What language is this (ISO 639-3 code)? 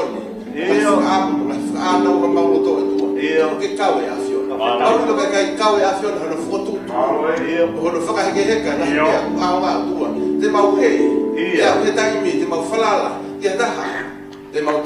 ton